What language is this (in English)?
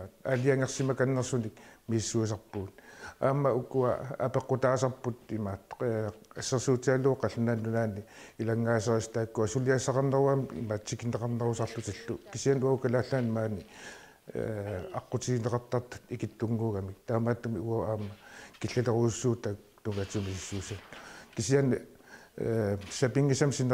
Kalaallisut